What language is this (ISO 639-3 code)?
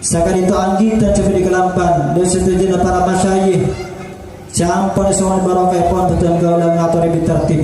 mad